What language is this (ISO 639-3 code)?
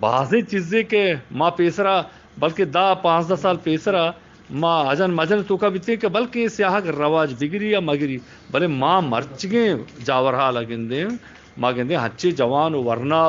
bgp